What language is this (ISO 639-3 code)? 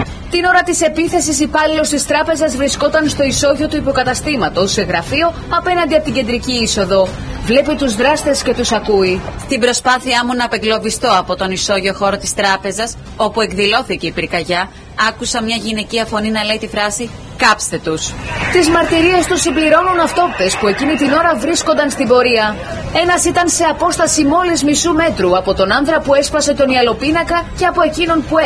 ell